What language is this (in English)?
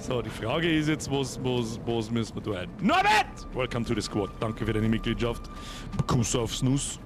Bavarian